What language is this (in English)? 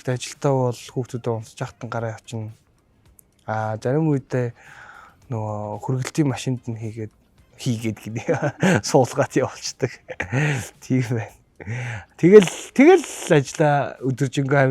Mongolian